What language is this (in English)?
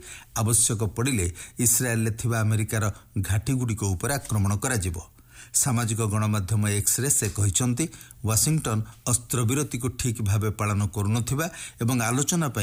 Odia